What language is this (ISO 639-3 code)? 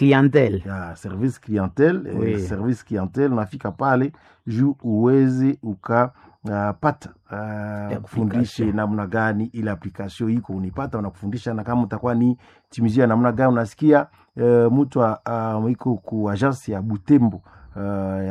swa